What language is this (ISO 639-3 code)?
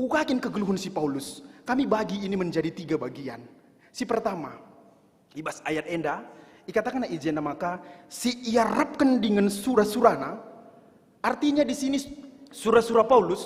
btx